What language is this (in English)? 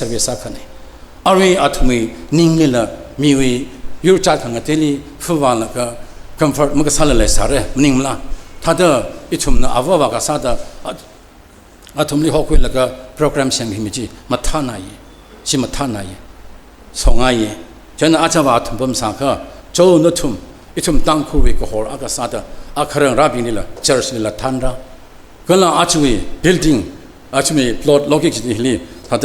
Tangkhul Naga (India)